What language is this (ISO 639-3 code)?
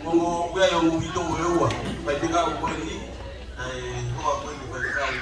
ton